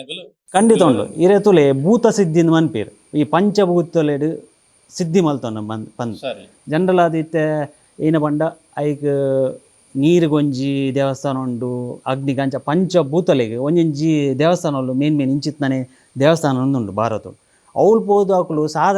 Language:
Tulu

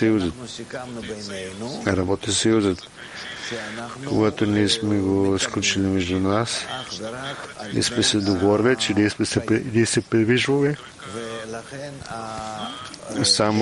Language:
Bulgarian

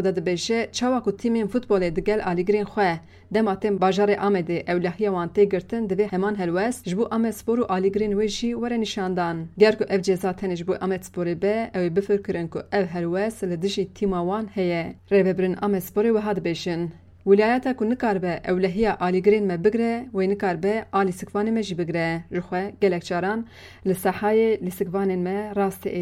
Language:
Kurdish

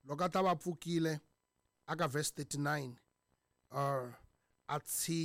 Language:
Tsonga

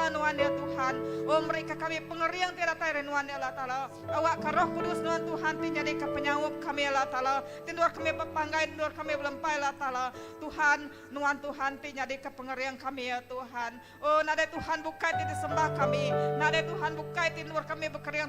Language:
Iban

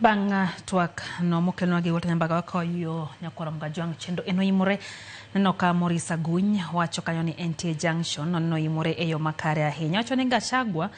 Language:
Luo (Kenya and Tanzania)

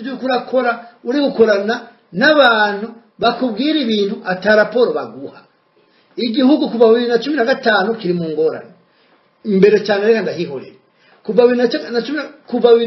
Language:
Rundi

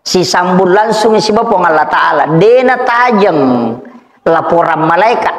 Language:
Buginese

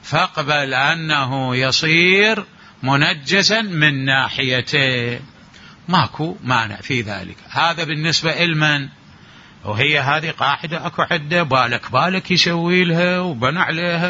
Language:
Mesopotamian Arabic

